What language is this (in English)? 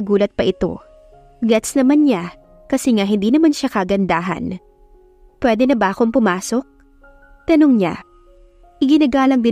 Filipino